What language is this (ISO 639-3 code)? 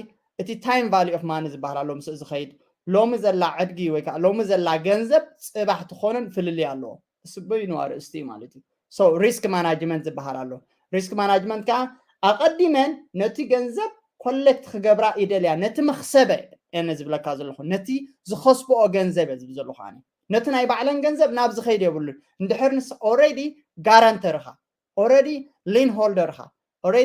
tir